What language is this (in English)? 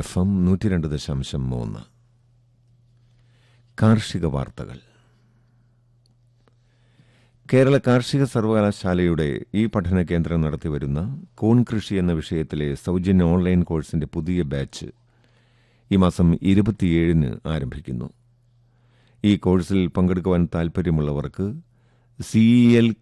Malayalam